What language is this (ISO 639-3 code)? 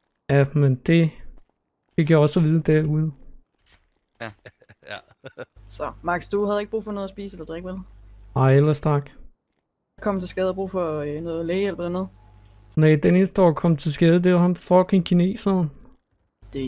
dan